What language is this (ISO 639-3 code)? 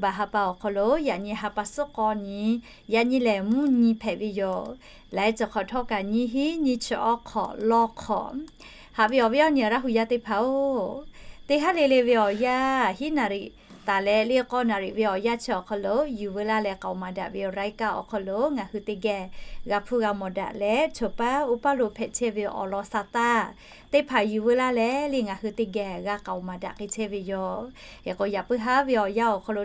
lhu